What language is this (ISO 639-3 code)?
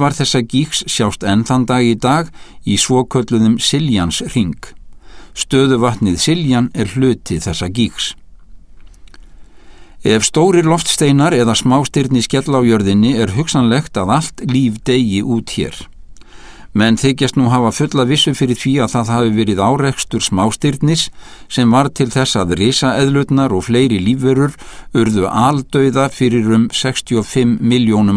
isl